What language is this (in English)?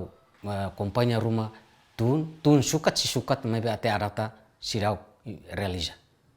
Tetum